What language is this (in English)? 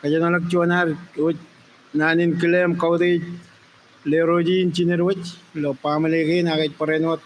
Marshallese